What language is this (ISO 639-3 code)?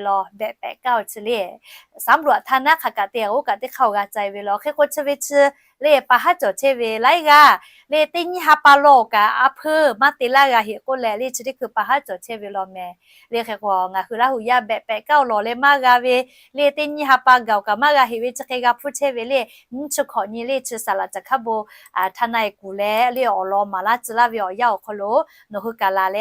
lhu